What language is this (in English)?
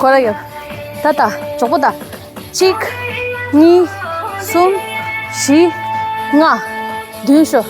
Tibetan